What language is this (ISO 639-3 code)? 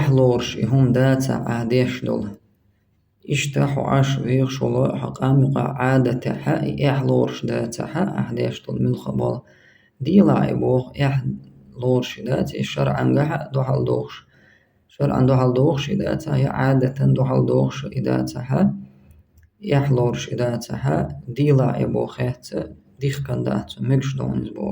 che